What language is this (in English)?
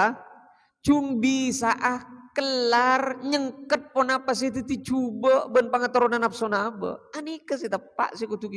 Madurese